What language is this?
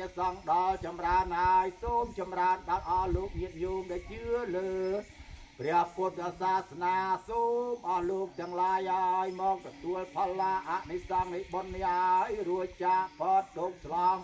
Khmer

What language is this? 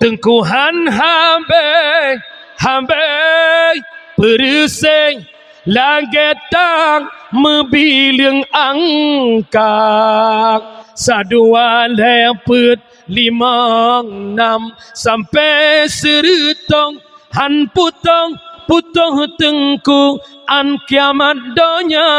Achinese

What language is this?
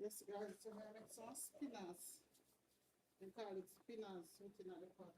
Jamaican Creole English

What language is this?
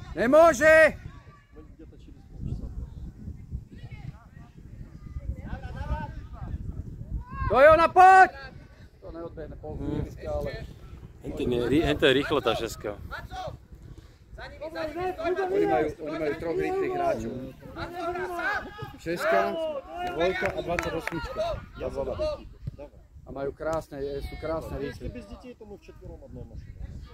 Slovak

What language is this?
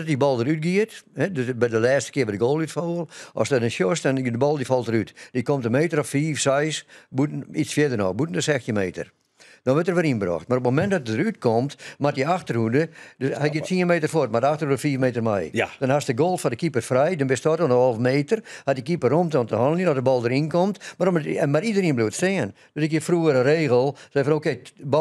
Western Frisian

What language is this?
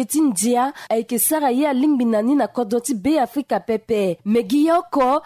Sango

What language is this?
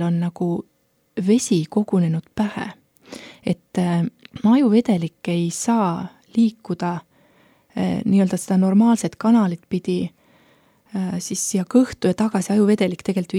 Estonian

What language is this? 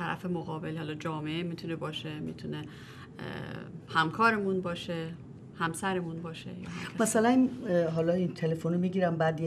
Persian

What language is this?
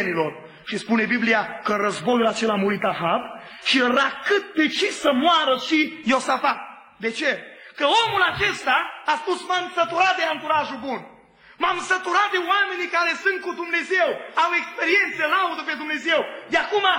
Romanian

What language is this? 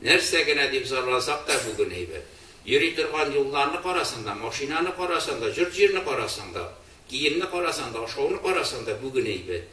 Tatar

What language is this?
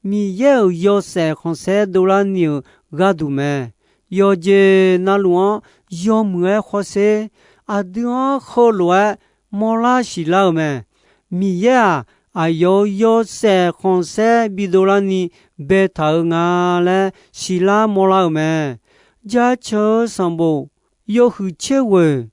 Akha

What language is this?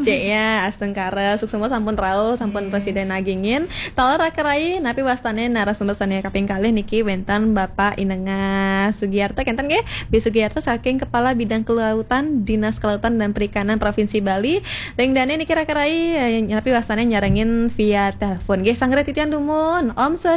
Balinese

